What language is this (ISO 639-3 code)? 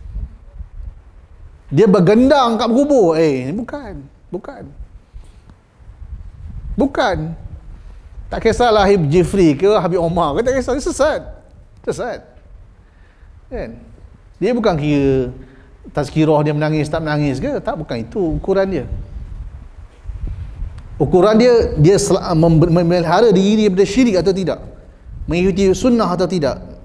msa